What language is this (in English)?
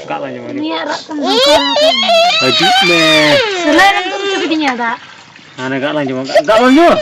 Santali